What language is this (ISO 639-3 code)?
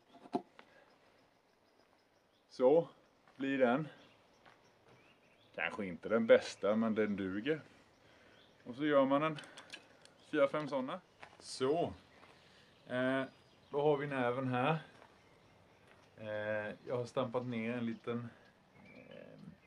swe